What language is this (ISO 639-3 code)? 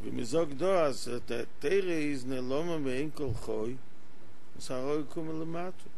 yid